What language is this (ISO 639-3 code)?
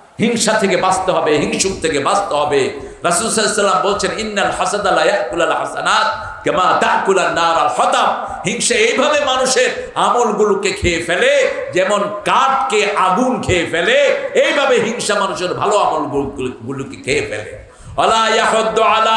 ben